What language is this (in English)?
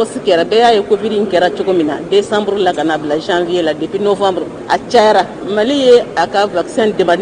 Bambara